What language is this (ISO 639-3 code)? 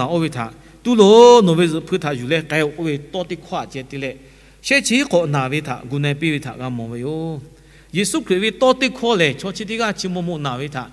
lhu